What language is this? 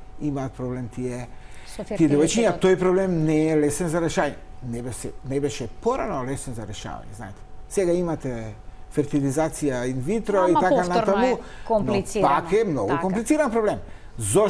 Macedonian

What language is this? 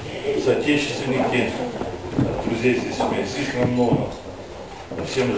Russian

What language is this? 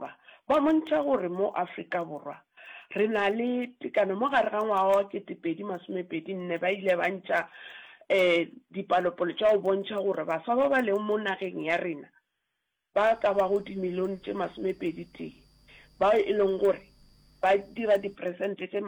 Northern Sotho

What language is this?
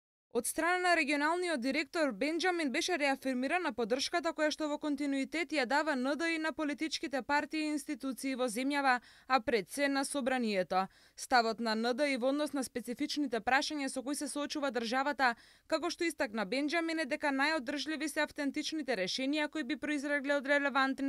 Macedonian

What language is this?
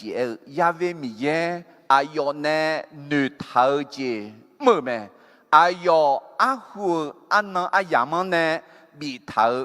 Akha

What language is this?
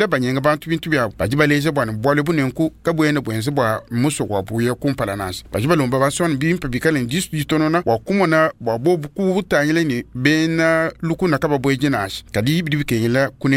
Luba-Lulua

